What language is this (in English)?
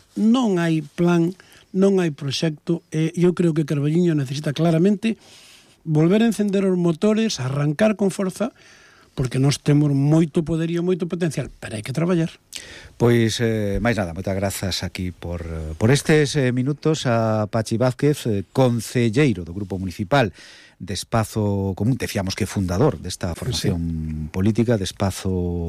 Galician